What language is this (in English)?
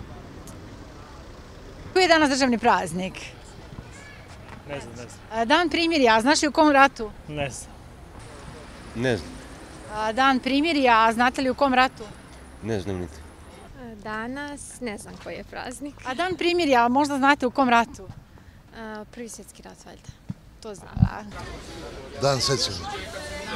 Serbian